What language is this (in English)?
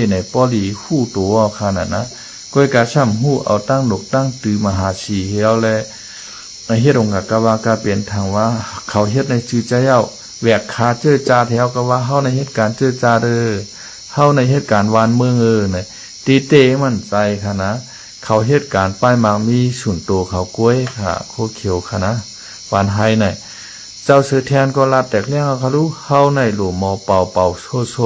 Shan